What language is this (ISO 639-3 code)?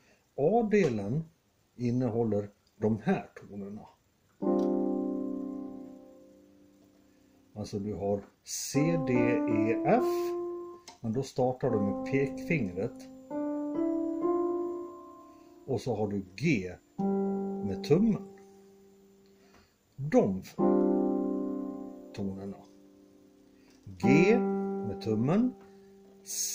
swe